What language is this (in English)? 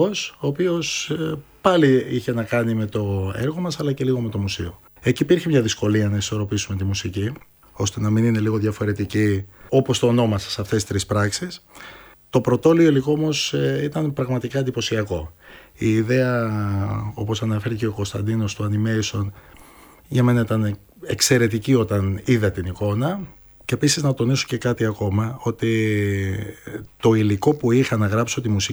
Greek